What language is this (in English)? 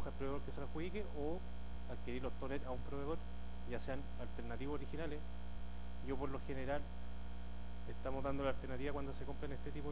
Spanish